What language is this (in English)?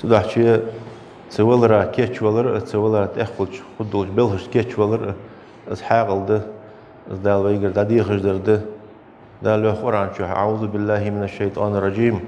Ingush